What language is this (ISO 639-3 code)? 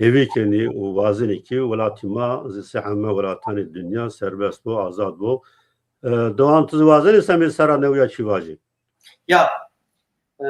zza